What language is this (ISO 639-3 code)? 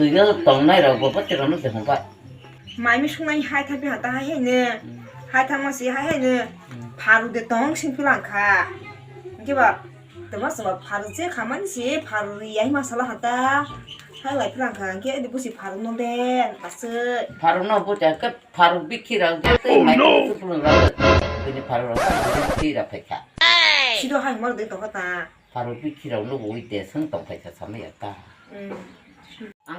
trp